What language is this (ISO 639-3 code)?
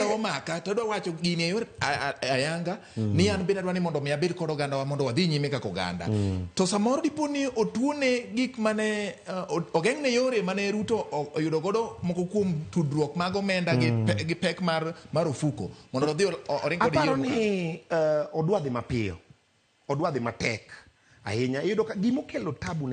luo